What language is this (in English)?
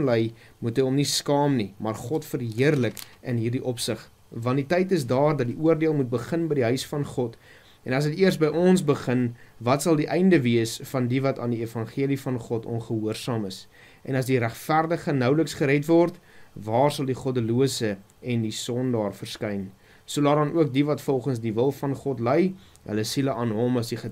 Afrikaans